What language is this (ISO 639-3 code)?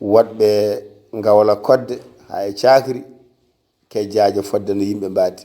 ful